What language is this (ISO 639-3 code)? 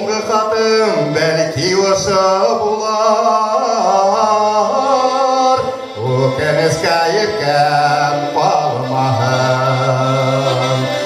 bak